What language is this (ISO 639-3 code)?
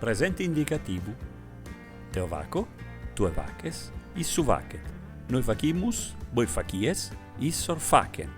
srd